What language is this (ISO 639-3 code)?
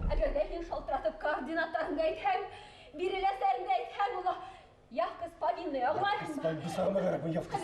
bak